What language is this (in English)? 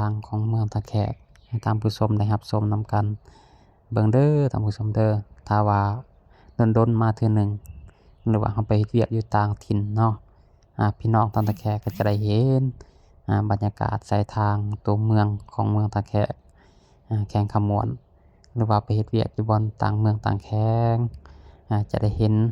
Lao